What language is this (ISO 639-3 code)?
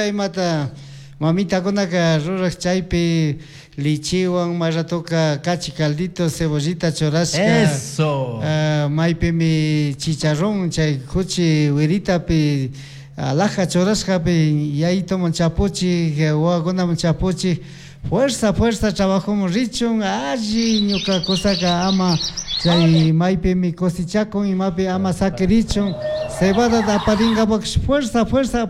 qug